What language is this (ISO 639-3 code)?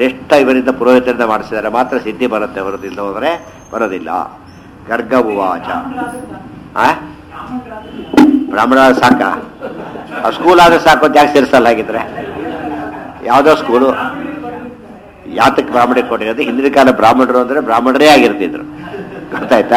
kan